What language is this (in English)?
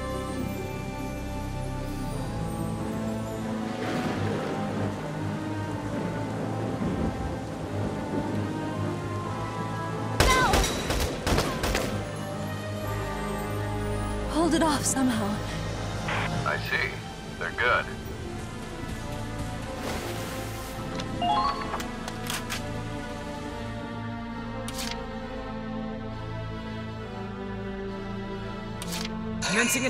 English